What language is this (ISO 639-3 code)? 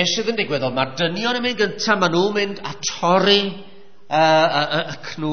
cym